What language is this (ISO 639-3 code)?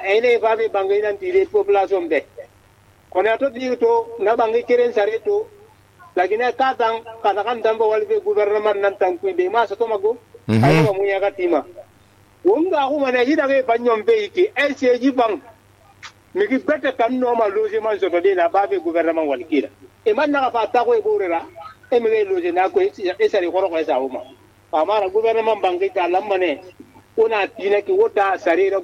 sus